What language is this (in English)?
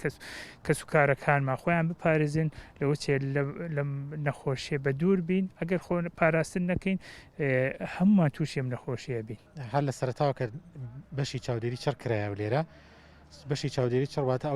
Central Kurdish